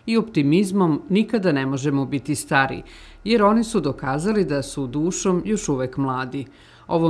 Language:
Serbian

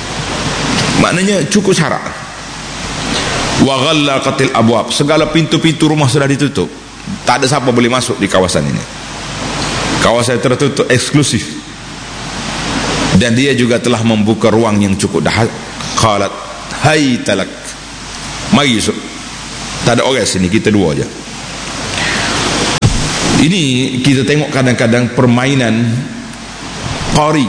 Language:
Malay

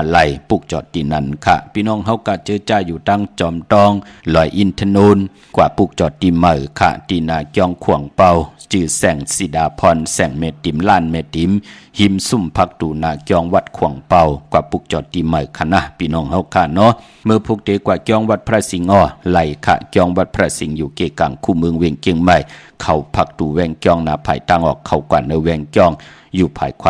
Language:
Shan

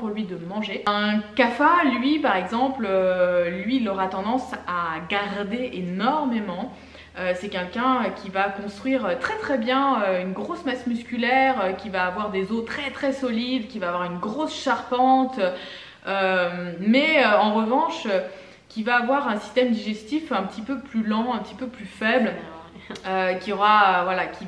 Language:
French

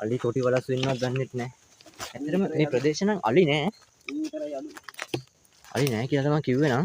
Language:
Sinhala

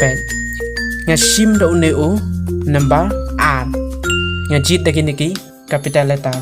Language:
Khasi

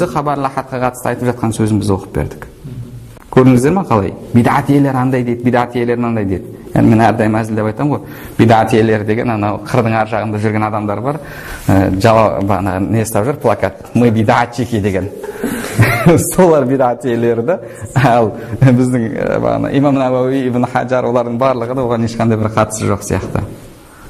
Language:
Kazakh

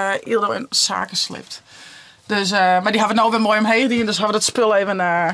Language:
Western Frisian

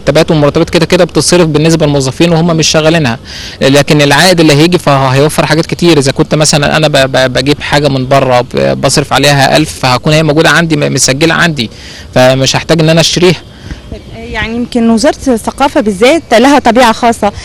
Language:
Egyptian Arabic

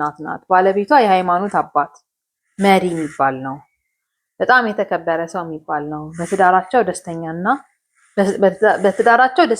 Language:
Amharic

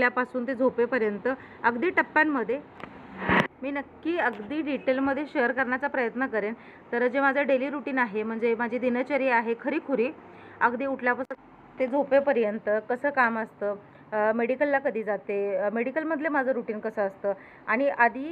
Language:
Marathi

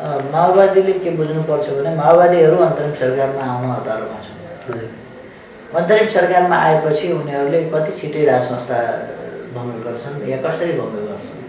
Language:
Nepali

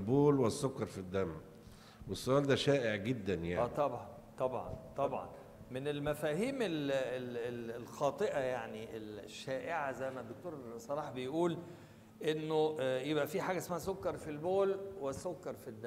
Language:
Egyptian Arabic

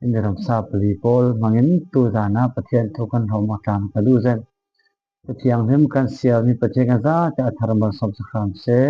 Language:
Falam Chin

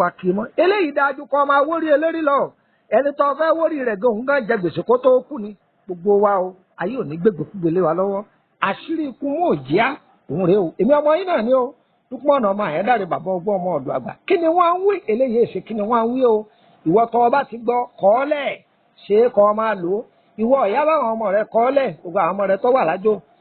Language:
Yoruba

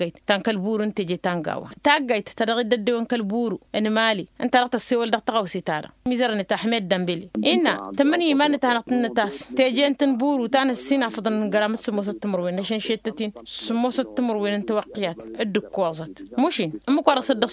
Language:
Tamasheq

